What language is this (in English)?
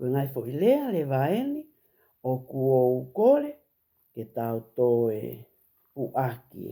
Tongan